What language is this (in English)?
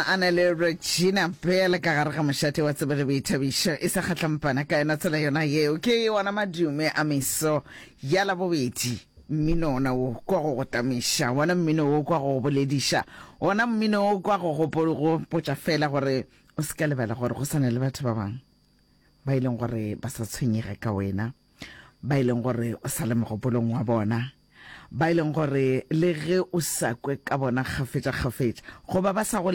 Northern Sotho